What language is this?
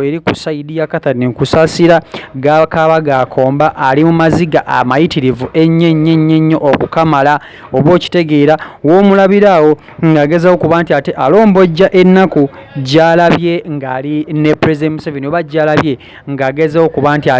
Ganda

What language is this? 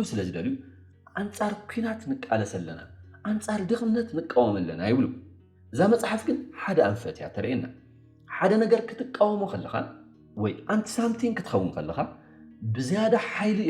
Tigrinya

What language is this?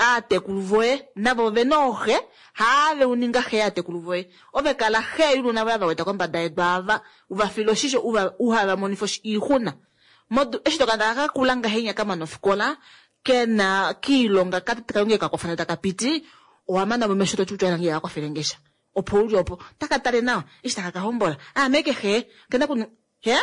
Kuanyama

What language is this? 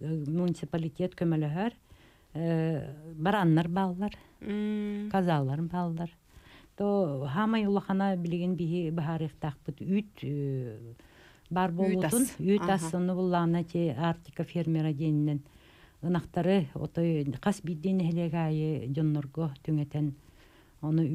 Yakut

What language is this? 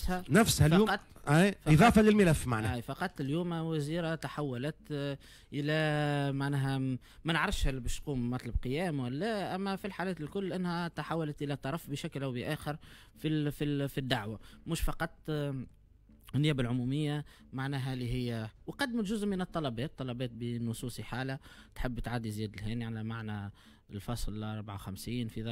Tunisian Arabic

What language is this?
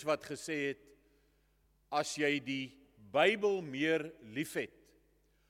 Afrikaans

